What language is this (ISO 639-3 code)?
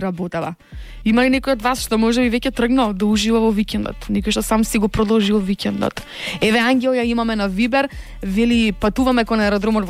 mkd